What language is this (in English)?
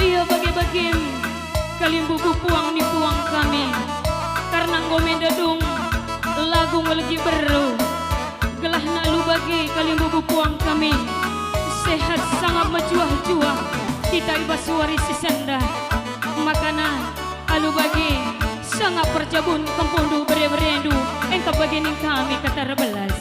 Batak Karo